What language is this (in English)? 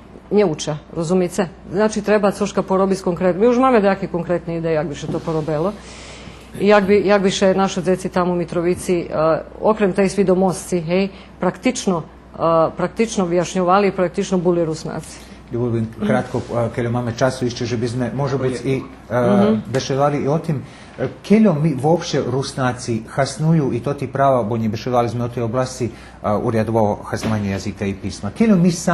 Rusyn